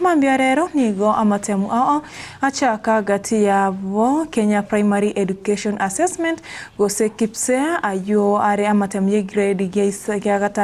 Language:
Gusii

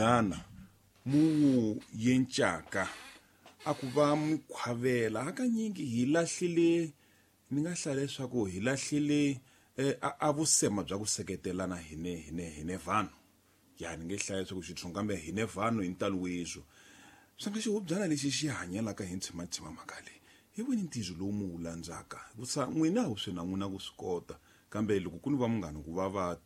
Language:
Tsonga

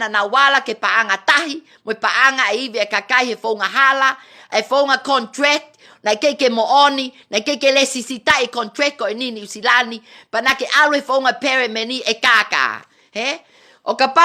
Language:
Tongan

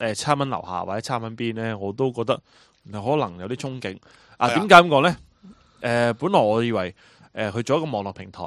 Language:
Cantonese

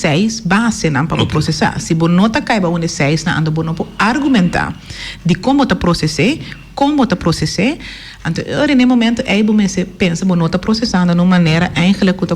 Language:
Papiamento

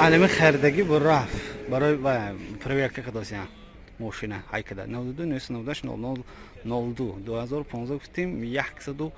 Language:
Tajik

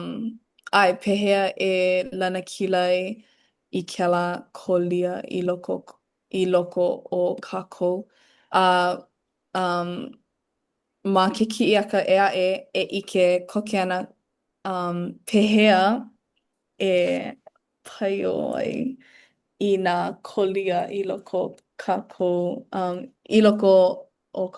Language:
Hawaiian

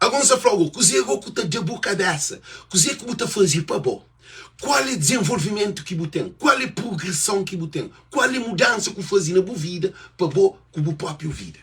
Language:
Kabuverdianu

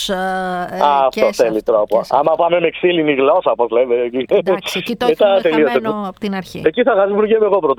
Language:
Greek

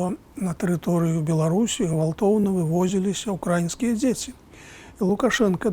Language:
Belarusian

